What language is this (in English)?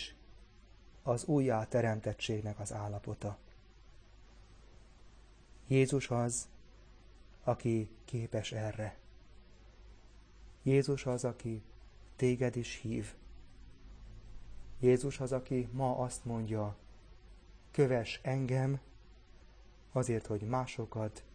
Hungarian